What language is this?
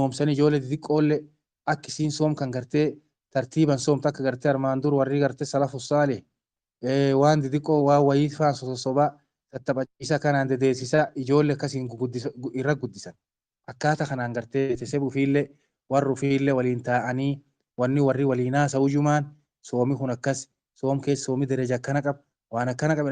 Oromo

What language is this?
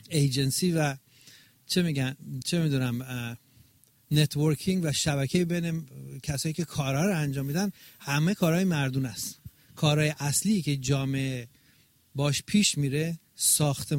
Persian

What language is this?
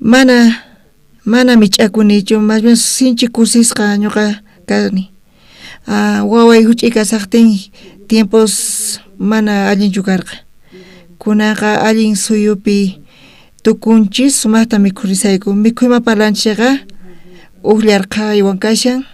South Bolivian Quechua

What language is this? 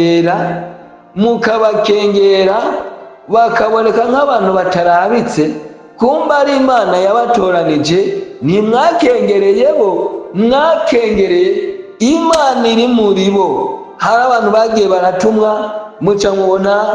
Rundi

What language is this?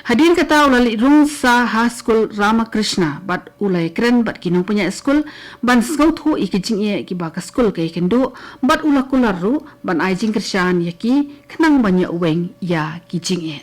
Khasi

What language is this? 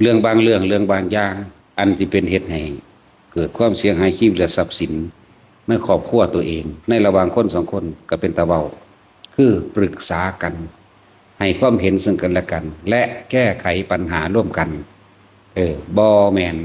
Northeastern Thai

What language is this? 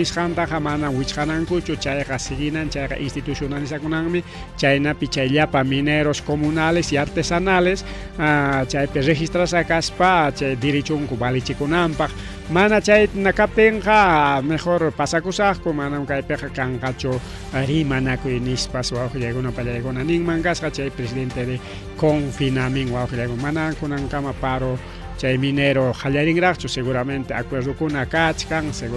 Ayacucho Quechua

